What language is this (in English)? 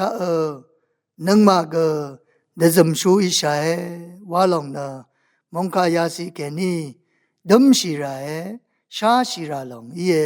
Rawang